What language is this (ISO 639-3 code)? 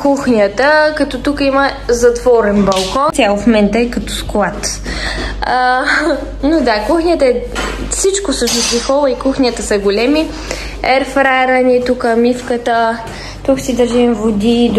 bul